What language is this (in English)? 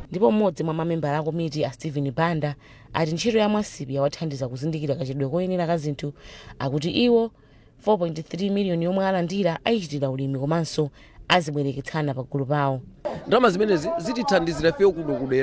Nyanja